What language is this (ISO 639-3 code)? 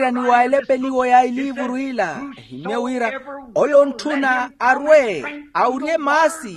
vmw